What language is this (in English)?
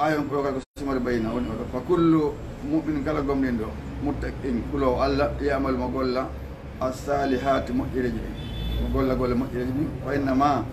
Fula